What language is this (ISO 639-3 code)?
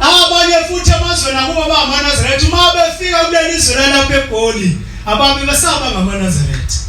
zul